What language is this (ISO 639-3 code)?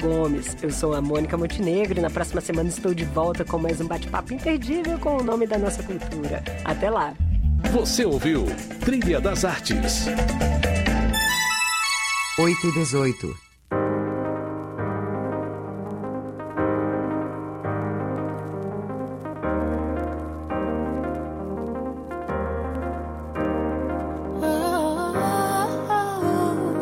por